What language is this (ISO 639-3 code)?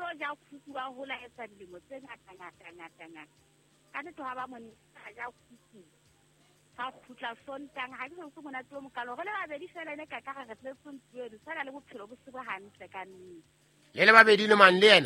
sot